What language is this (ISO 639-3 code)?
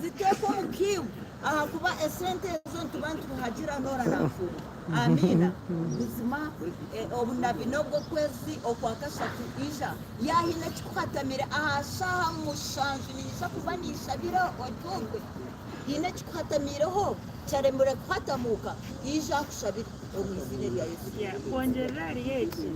nyn